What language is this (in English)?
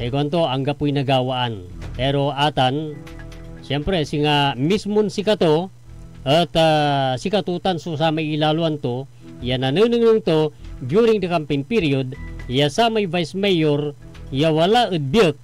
Pangasinan